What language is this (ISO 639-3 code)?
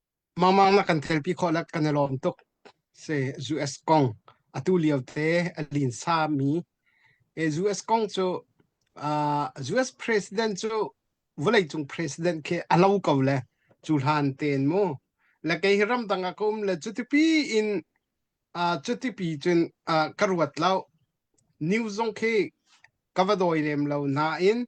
cnh